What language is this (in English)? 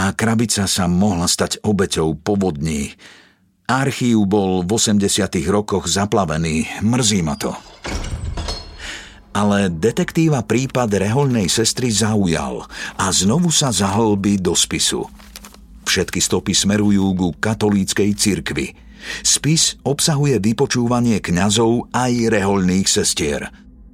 Slovak